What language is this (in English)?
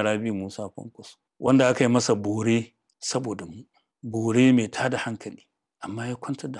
Hausa